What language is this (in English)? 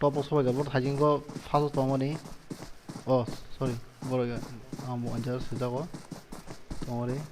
Kok Borok